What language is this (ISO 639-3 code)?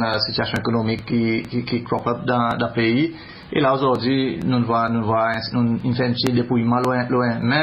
crs